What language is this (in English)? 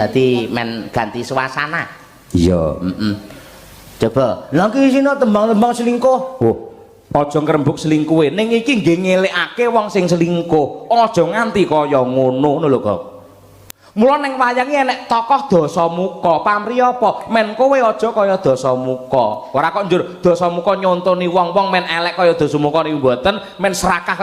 Javanese